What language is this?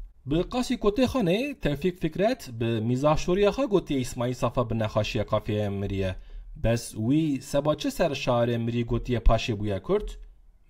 Kurdish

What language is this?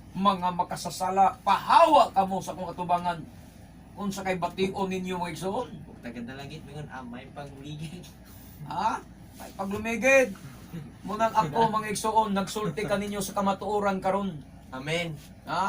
Cebuano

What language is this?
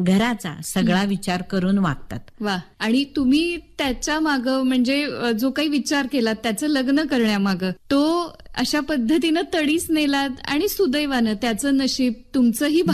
Marathi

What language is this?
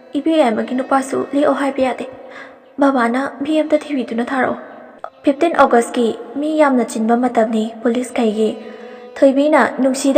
Manipuri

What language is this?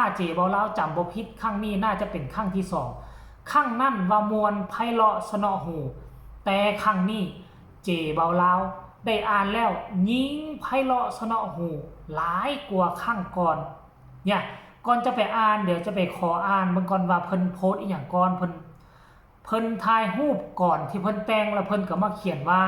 Northeastern Thai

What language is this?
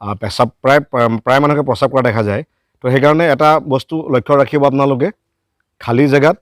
Assamese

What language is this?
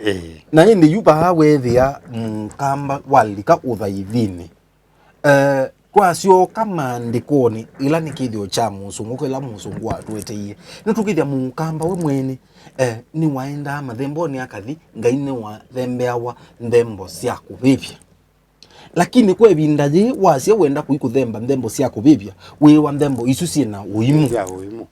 Kamba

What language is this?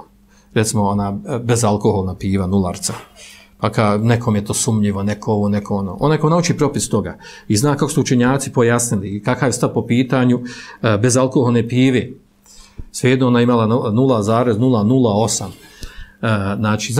Bosnian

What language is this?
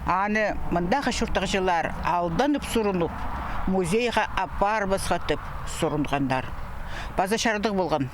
Khakas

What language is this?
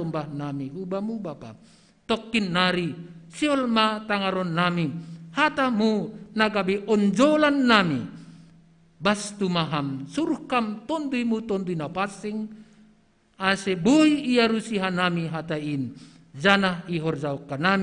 Batak Simalungun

